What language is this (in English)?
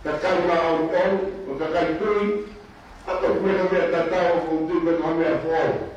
Tongan